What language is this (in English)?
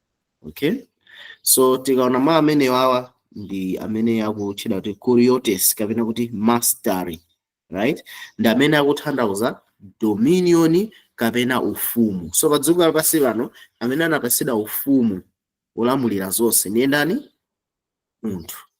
Nyanja